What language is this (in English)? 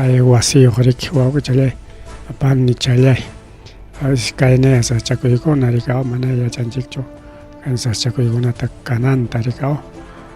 Ayacucho Quechua